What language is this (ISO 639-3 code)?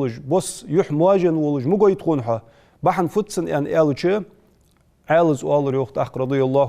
inh